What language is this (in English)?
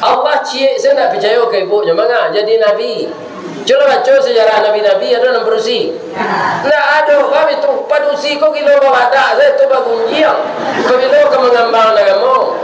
Minangkabau